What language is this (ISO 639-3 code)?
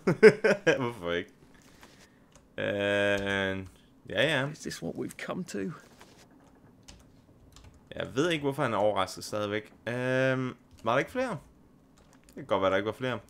dan